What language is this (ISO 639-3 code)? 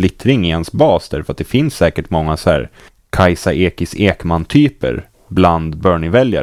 swe